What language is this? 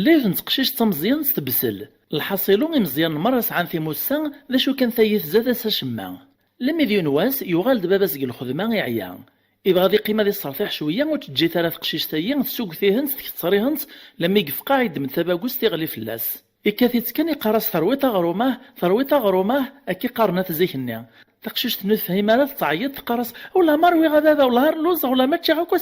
Kabyle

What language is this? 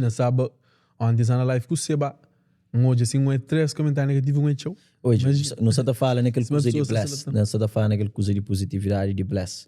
Kabuverdianu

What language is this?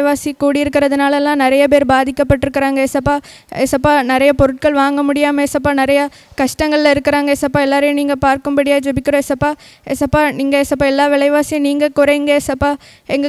Tamil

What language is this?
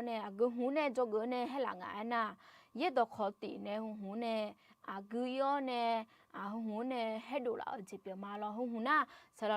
Akha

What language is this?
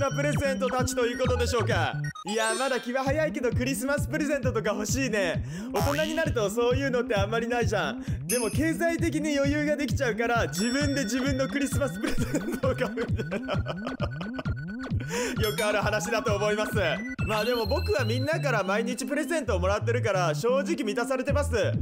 Japanese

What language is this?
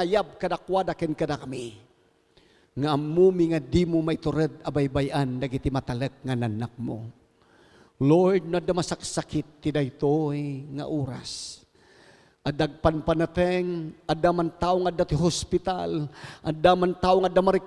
Iloko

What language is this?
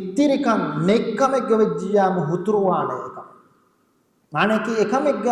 Divehi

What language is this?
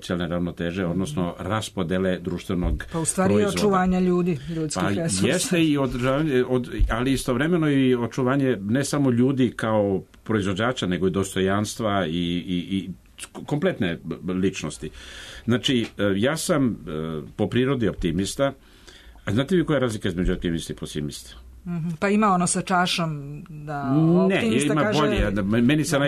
Serbian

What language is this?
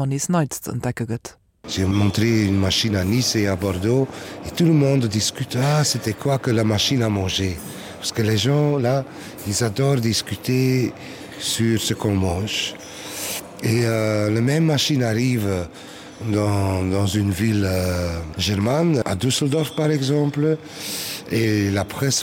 Luxembourgish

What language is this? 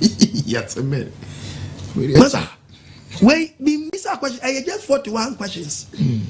Akan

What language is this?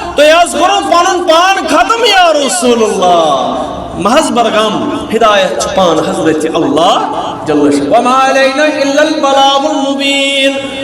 Kashmiri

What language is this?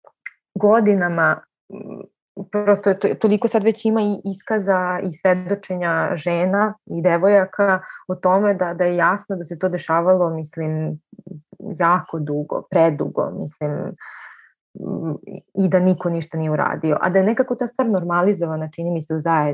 Serbian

